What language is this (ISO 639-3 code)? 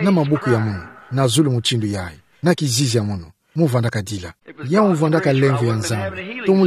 ktu